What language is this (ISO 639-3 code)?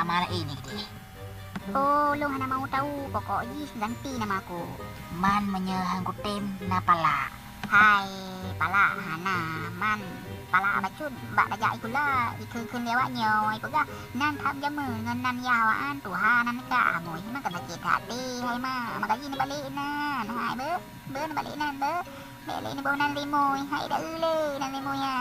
ace